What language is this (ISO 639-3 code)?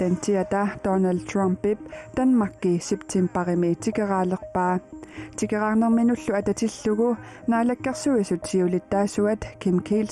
kal